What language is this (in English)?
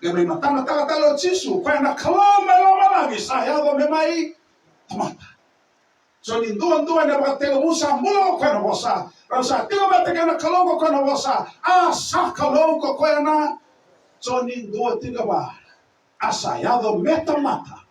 Fijian